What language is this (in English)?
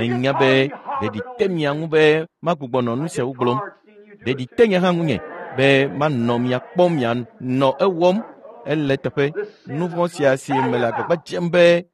Ewe